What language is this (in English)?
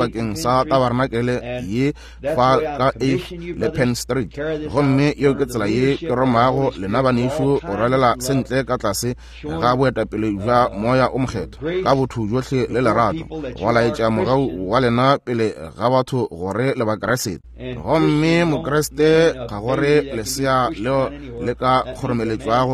Northern Sotho